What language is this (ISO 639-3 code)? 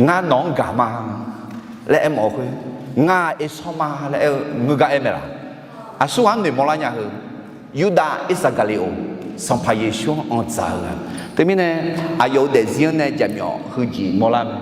ahk